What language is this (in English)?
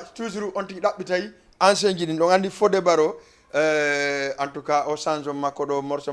Fula